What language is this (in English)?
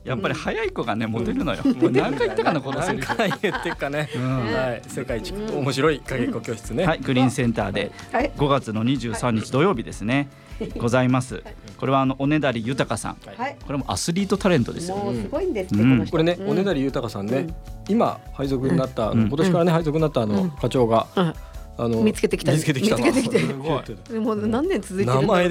Japanese